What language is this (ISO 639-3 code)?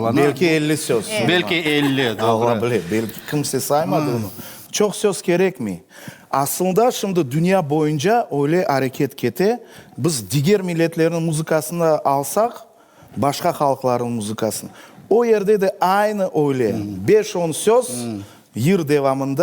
crh